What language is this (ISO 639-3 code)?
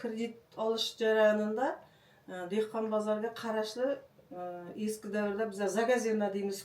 uzb